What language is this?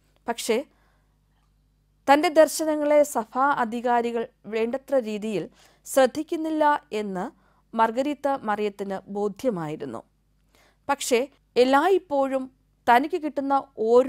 Malayalam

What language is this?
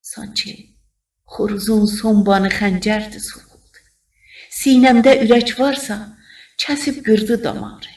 South Azerbaijani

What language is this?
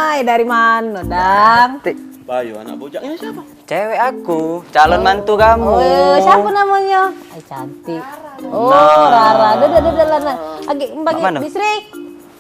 Musi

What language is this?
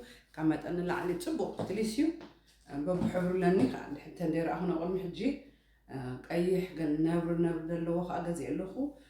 Tigrinya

